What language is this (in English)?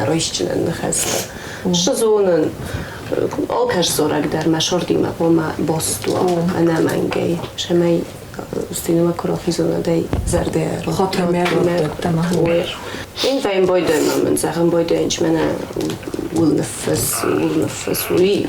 Ossetic